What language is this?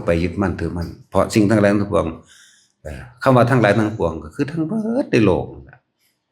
Northeastern Thai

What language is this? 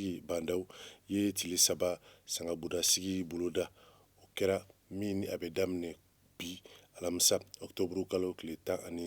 Bambara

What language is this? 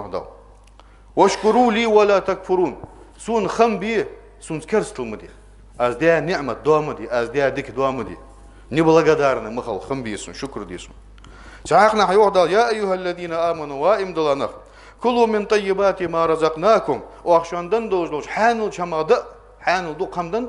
Ingush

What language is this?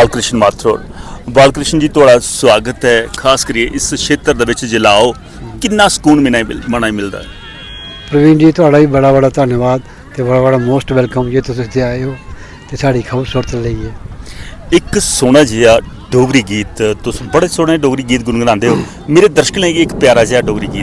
Dogri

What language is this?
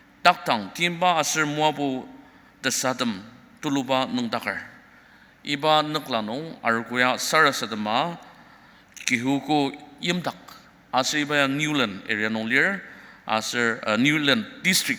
Ao Naga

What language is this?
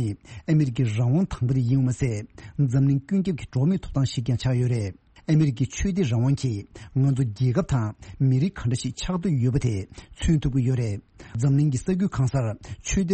Tibetan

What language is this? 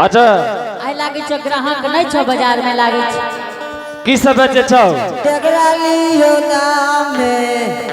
Angika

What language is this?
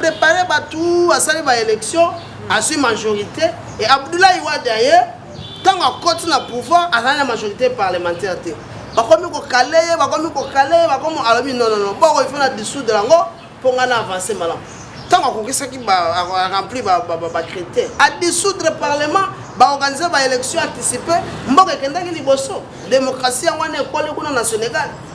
Lingala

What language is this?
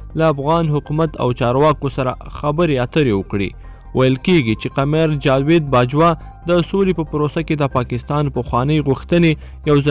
Pashto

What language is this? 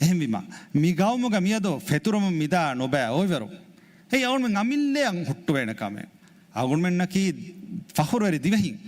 Divehi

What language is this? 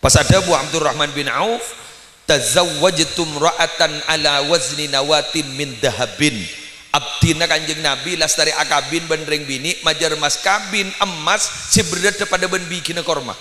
Madurese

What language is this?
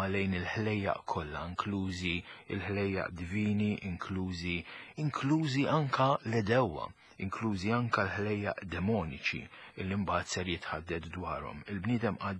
Maltese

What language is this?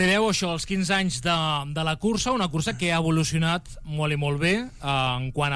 Catalan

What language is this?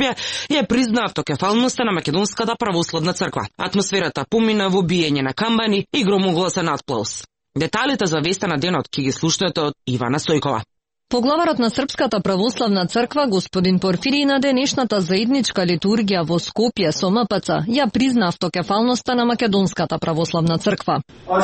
Macedonian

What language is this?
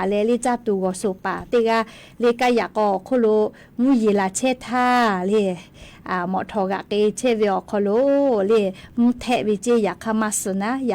Lahu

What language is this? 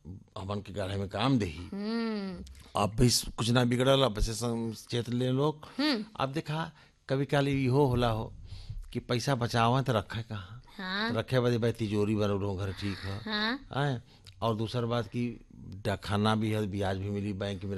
Bhojpuri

